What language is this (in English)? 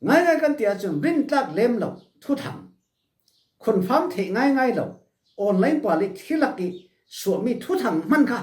Falam Chin